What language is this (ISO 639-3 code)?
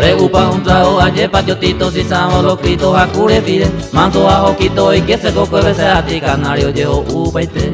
grn